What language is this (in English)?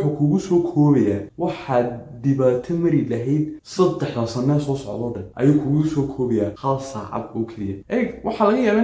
Somali